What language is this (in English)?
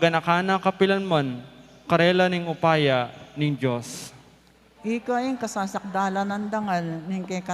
Pampanga